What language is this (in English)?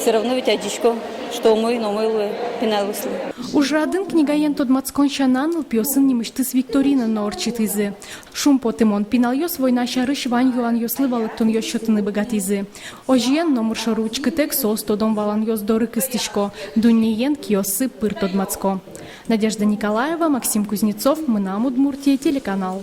Udmurt